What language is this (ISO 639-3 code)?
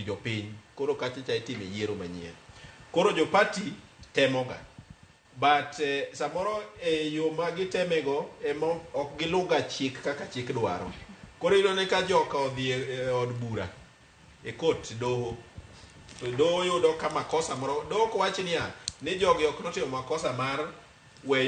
luo